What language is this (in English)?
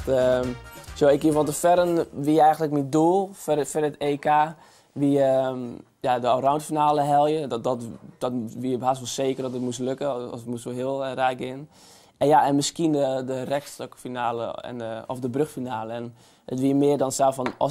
Western Frisian